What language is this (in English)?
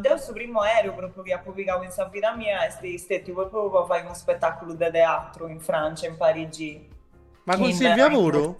Sardinian